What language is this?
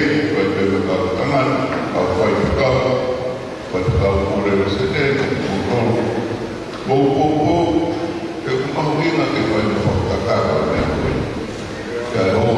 Tongan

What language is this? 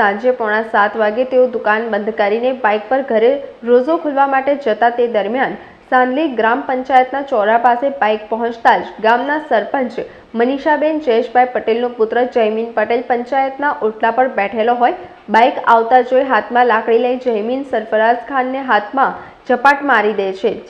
Gujarati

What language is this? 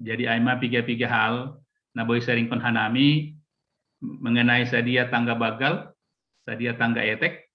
Batak Simalungun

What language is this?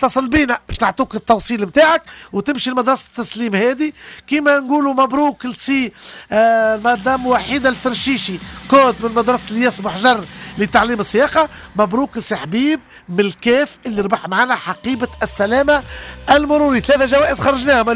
Tunisian Arabic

